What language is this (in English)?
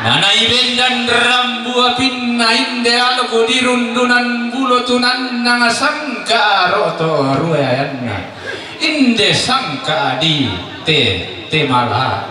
Toraja-Sa'dan